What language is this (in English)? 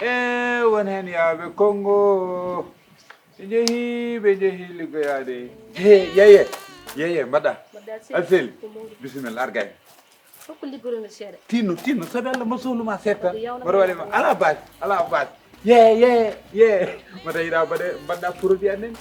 Fula